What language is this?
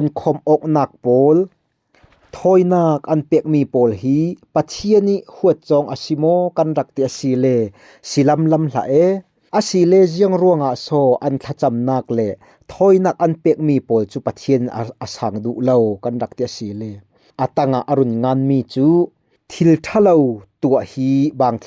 Falam Chin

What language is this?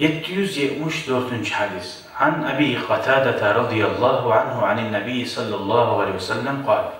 Kumyk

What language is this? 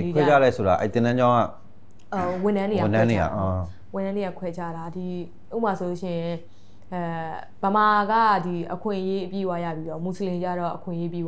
Burmese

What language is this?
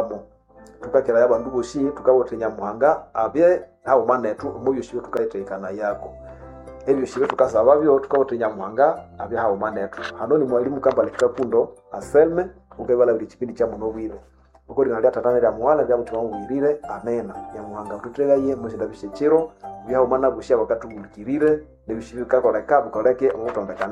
Nande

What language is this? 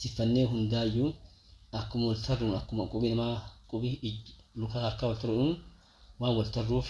Oromo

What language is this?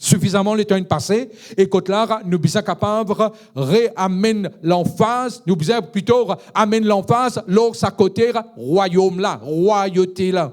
Morisyen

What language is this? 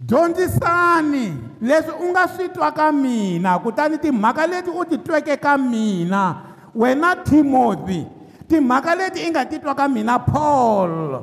Tsonga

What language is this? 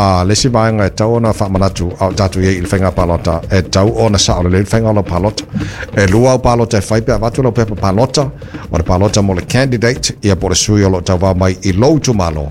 Samoan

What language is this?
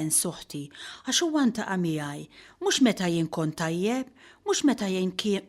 Maltese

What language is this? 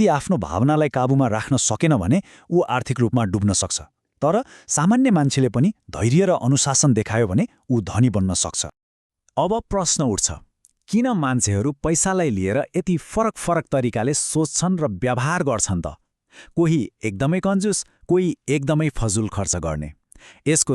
Nepali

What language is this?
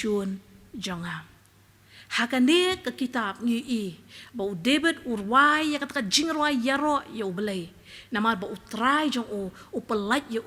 Khasi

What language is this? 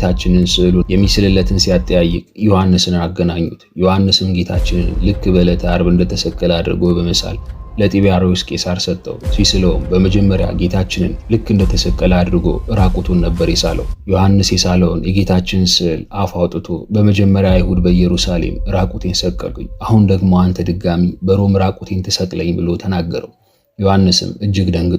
Amharic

